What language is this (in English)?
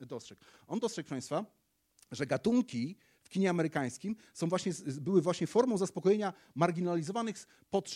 Polish